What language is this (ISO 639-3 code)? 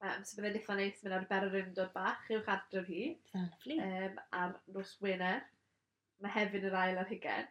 cym